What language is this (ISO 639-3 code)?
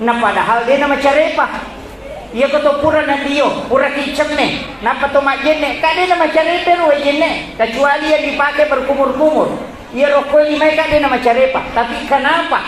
bug